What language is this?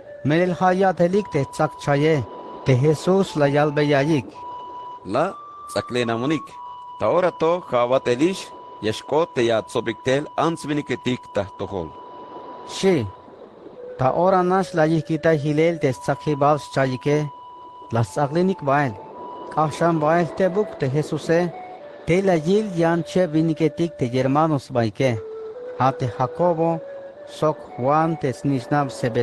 Tzeltal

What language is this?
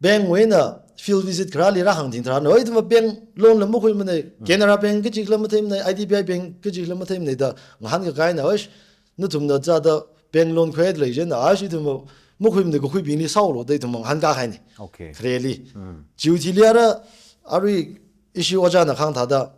Tangkhul Naga (India)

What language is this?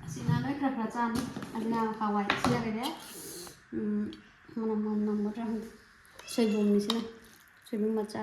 Manipuri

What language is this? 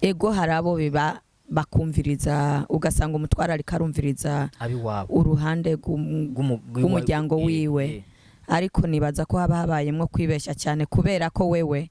Rundi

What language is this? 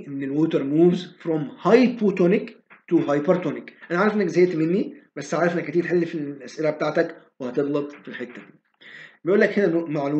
Egyptian Arabic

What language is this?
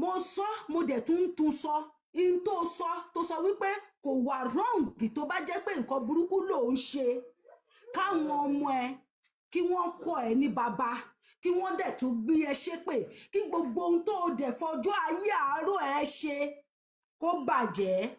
Yoruba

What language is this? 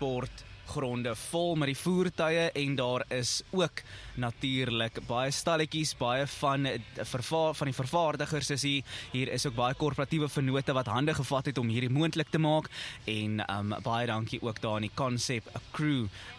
Afrikaans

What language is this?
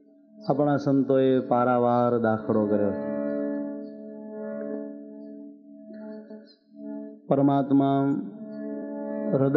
Gujarati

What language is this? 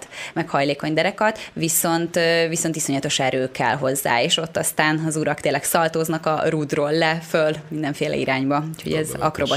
Hungarian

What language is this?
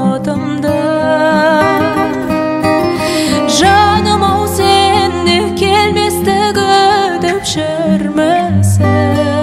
Kazakh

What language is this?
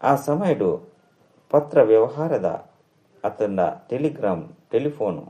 Tulu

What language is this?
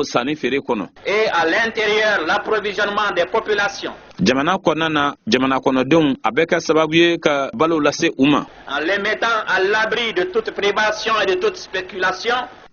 Bambara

